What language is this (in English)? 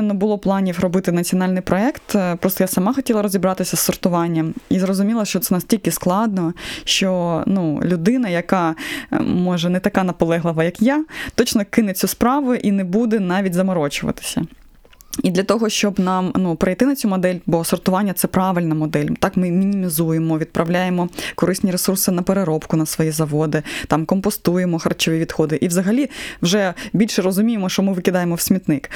Ukrainian